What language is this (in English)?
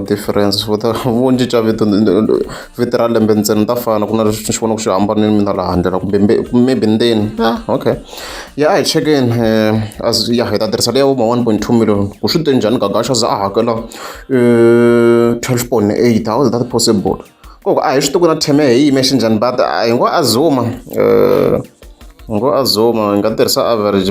Tsonga